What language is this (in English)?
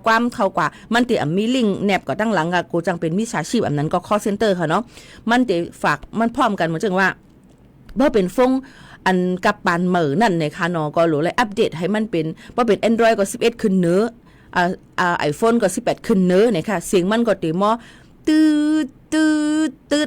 Shan